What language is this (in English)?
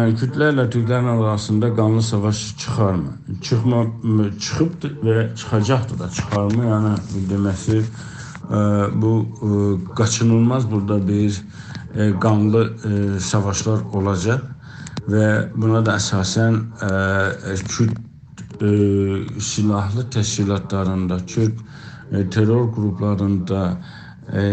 South Azerbaijani